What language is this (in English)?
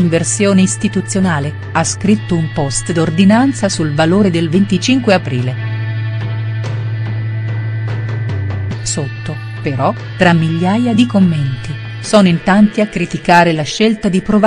Italian